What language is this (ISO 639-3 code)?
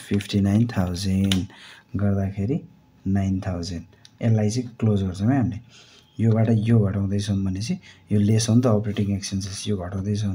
nep